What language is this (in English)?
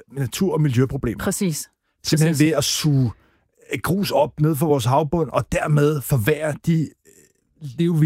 Danish